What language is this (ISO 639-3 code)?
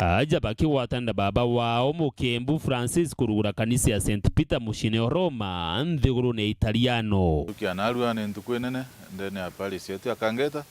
mer